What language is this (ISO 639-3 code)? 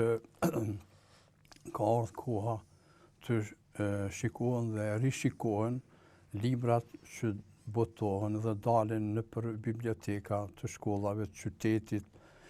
sqi